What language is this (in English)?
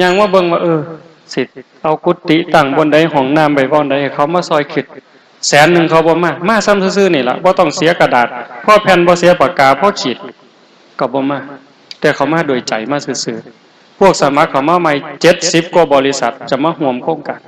Northeastern Thai